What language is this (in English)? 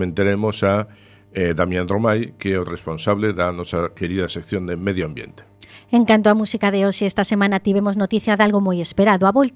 Galician